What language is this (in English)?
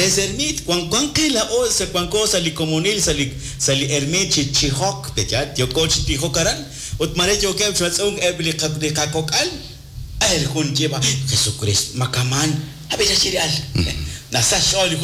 Kekchí